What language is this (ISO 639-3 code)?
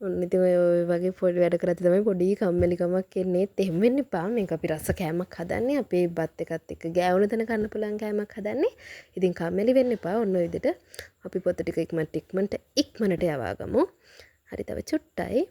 sin